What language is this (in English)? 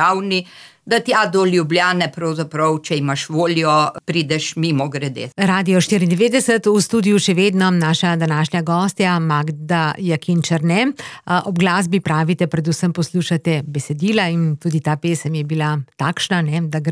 Slovenian